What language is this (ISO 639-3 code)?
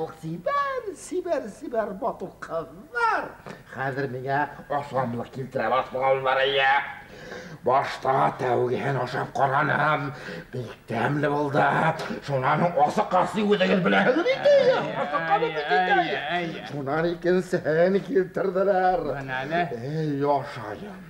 bak